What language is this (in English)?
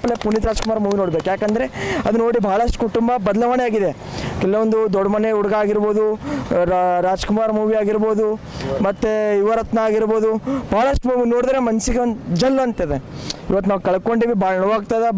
Kannada